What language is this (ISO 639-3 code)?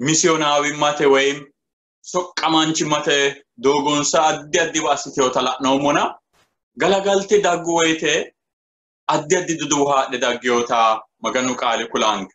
sid